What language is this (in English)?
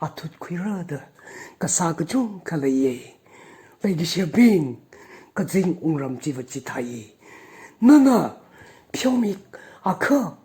Tangkhul Naga (India)